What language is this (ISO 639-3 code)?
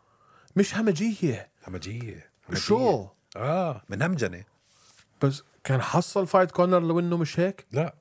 apc